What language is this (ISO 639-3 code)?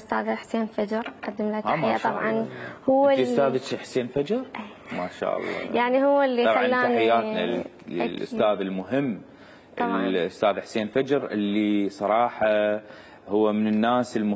acm